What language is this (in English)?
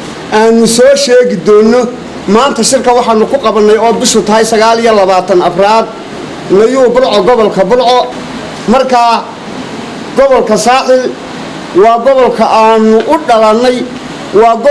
Somali